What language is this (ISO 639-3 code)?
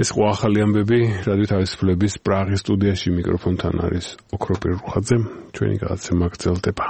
kat